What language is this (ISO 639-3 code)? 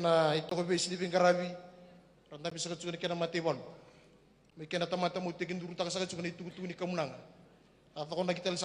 fij